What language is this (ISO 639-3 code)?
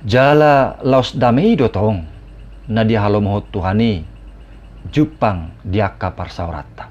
bbc